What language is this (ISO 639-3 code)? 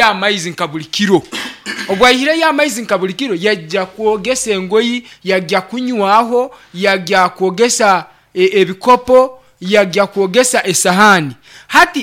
nyn